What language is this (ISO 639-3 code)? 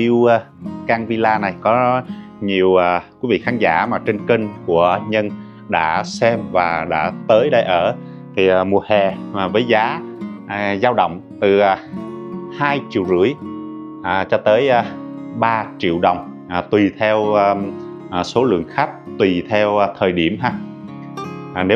vie